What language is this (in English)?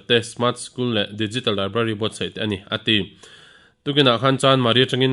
Mizo